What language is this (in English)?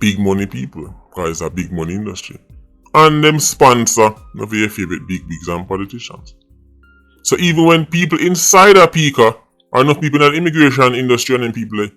Jamaican Creole English